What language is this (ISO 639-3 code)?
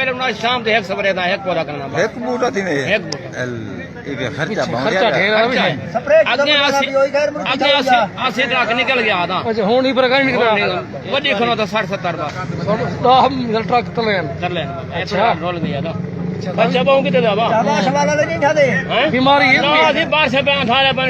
skr